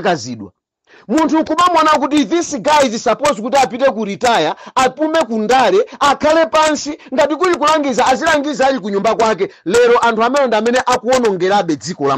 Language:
Nyanja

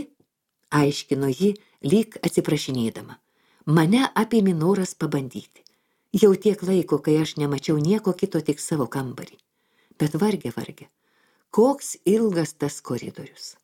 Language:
Lithuanian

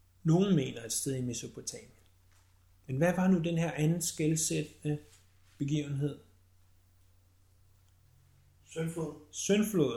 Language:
Danish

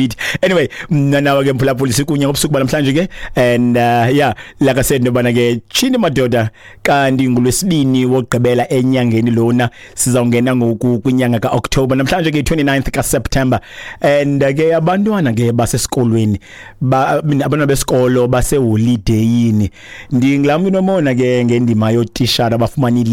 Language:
Xhosa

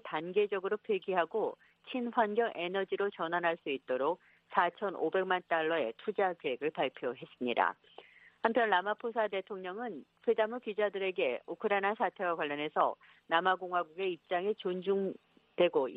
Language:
Korean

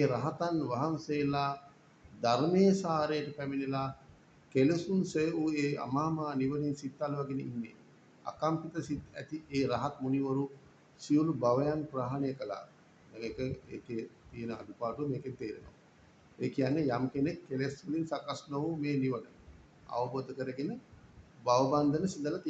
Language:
Sinhala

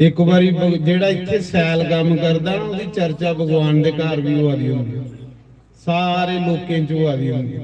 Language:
Dogri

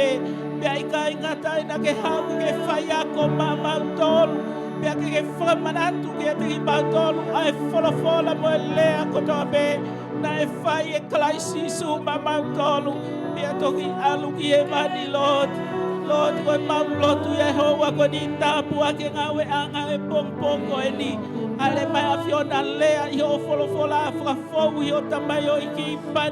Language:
Tongan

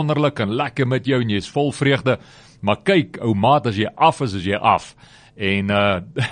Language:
Afrikaans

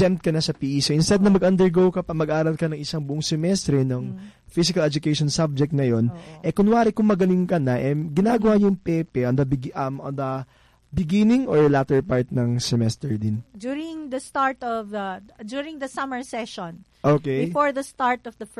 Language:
Filipino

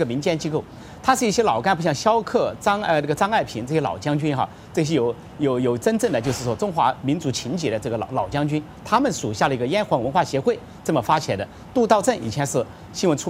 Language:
Chinese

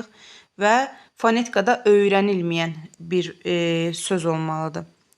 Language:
Azerbaijani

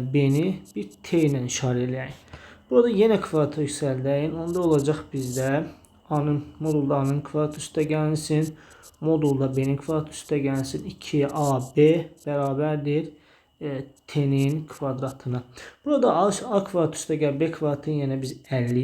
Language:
Azerbaijani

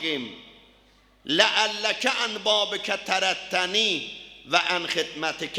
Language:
South Azerbaijani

